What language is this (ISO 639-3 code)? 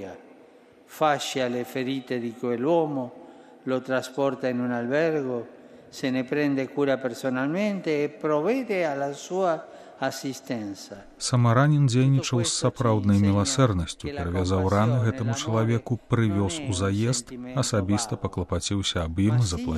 bel